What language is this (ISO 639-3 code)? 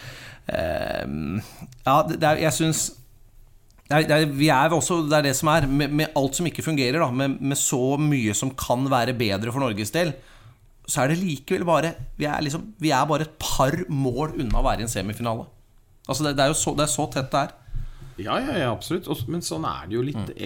nor